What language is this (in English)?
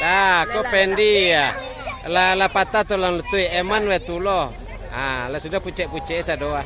Minangkabau